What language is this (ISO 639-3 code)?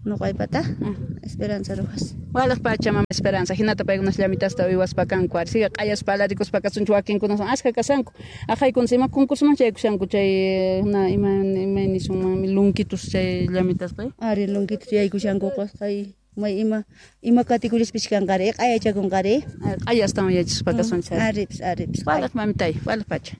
que